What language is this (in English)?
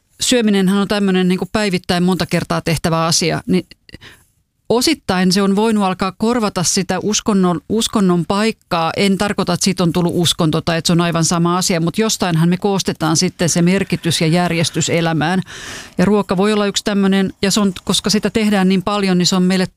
Finnish